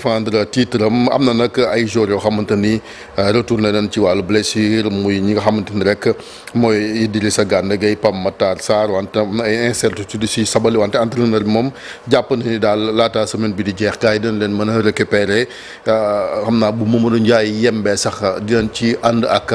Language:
Wolof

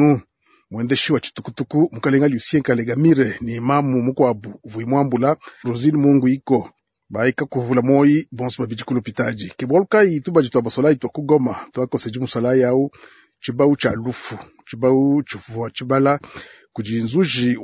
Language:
Luba-Lulua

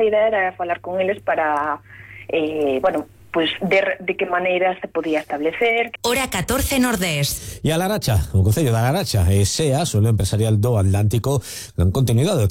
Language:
Galician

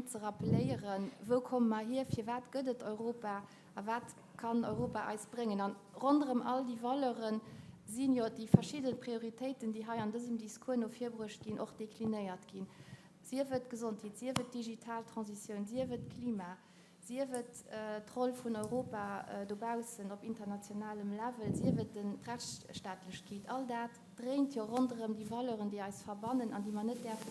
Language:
Luxembourgish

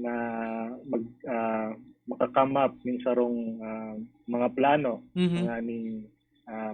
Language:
Bikol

